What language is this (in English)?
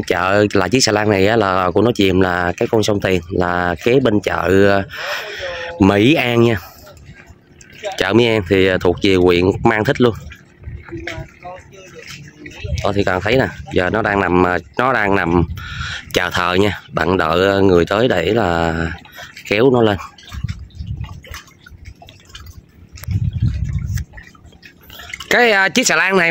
Vietnamese